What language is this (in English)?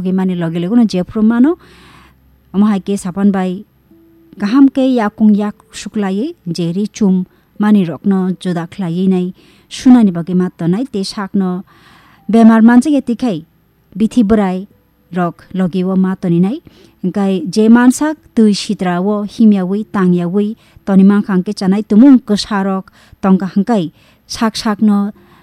Kok Borok